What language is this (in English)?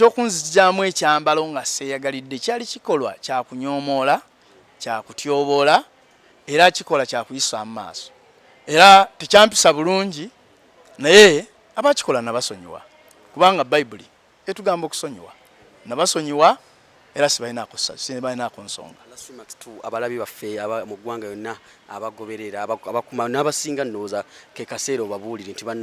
Ganda